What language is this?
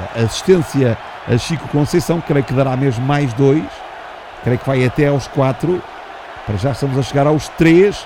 Portuguese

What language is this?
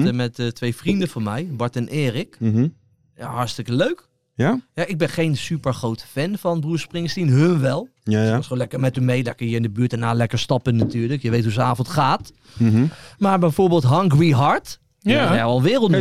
Dutch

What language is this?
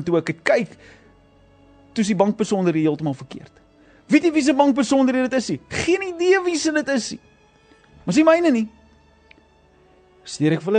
Afrikaans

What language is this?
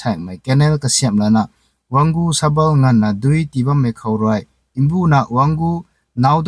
Rongmei Naga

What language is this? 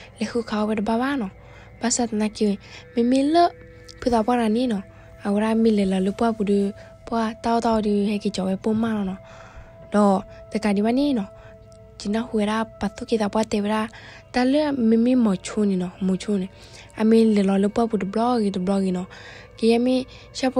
S'gaw Karen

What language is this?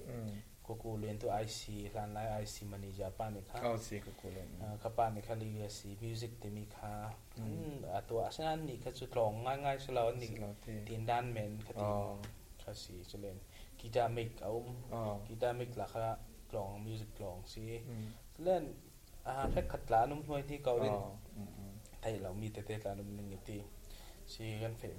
Falam Chin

